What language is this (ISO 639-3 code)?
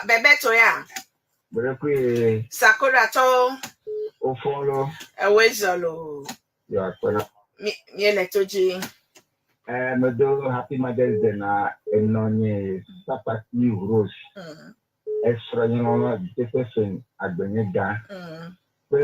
ewe